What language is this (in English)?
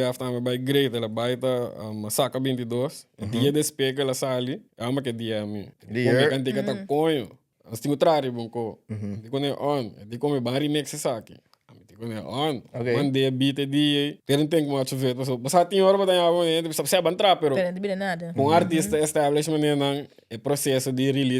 Papiamento